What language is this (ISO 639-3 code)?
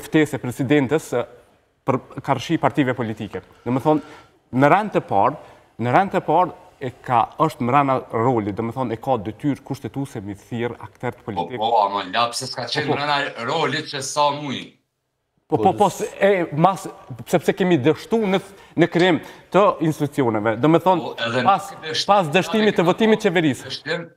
sqi